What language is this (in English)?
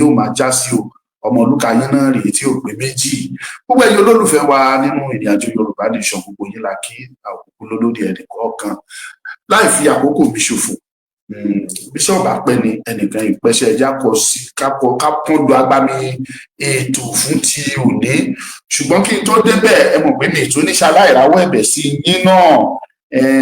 Yoruba